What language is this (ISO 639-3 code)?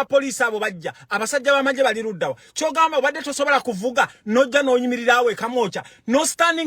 lug